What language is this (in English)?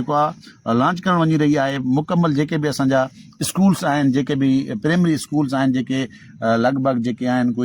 Sindhi